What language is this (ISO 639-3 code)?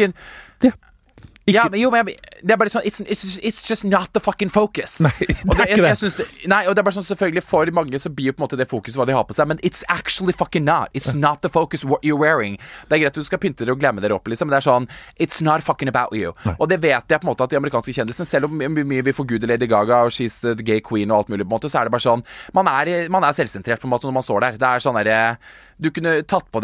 nor